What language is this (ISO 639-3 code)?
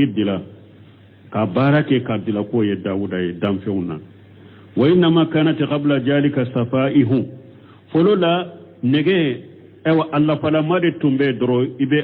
bam